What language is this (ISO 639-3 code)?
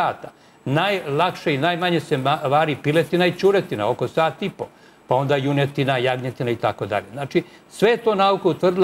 srp